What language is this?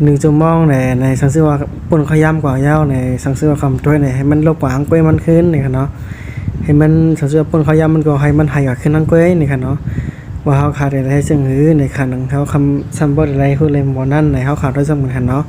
Shan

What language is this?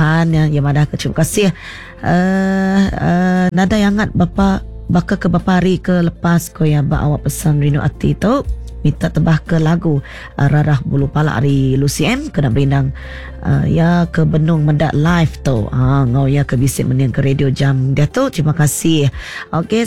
Iban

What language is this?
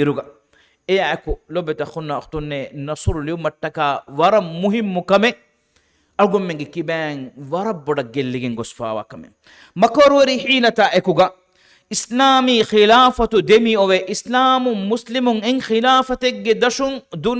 Divehi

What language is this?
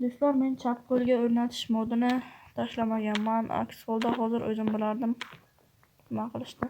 Uzbek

